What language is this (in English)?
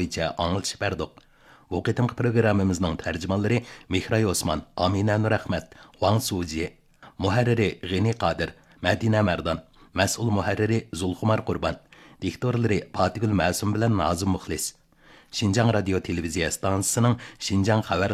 Uyghur